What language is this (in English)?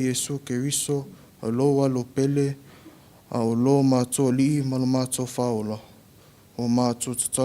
Samoan